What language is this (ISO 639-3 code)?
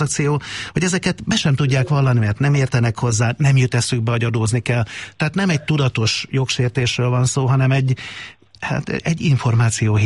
hun